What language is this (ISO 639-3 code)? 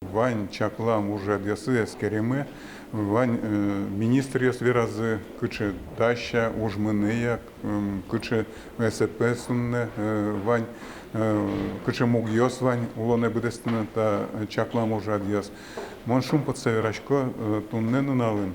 udm